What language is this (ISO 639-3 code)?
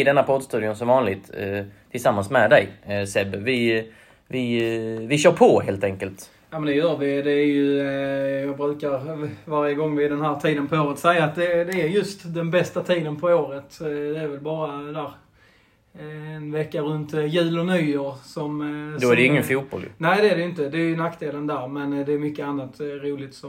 swe